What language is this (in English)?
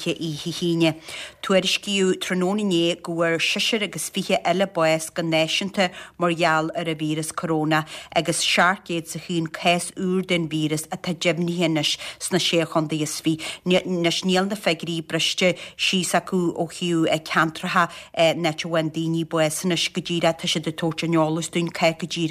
Irish